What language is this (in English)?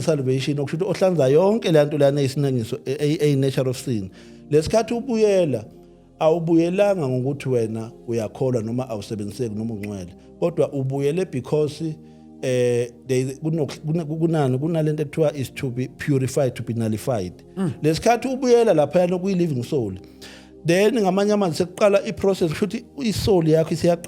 Zulu